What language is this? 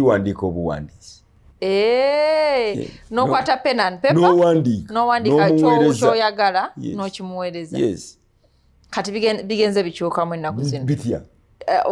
Ganda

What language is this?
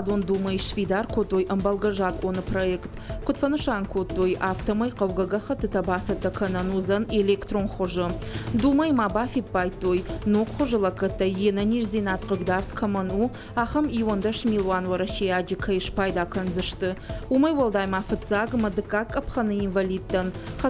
Ossetic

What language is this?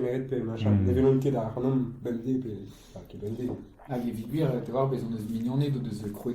Breton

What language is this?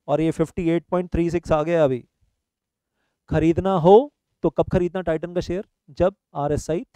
Hindi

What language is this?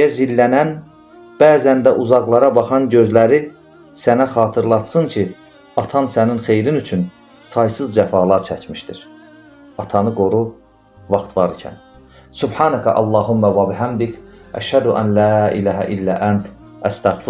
Azerbaijani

